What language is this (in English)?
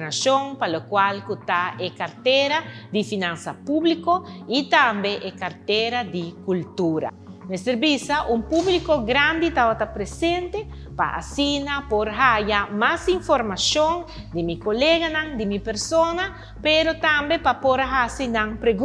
Papiamento